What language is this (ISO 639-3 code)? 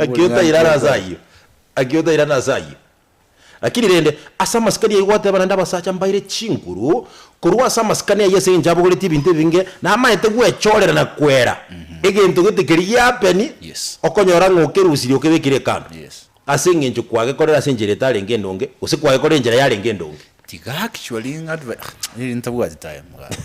guz